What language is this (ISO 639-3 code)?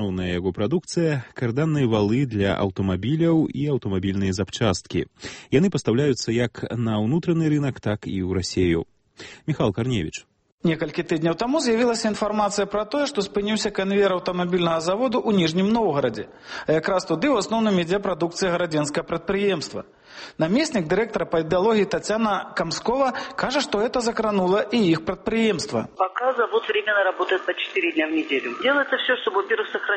bel